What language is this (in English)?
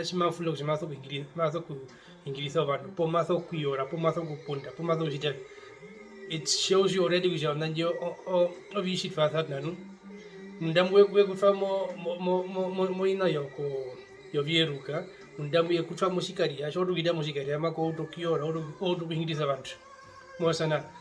Herero